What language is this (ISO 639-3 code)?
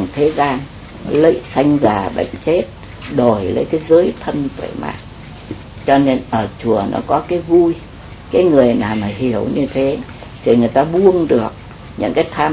vie